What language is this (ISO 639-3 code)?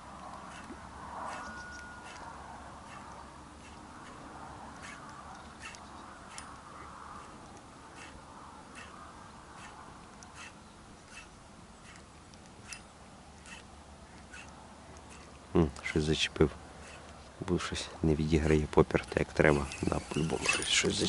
ukr